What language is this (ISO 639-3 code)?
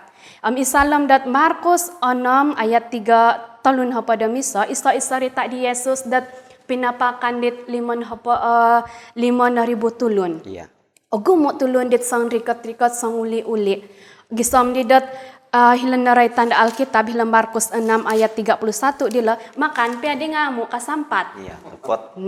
dtp